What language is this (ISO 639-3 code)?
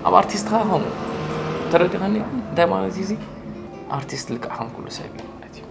tir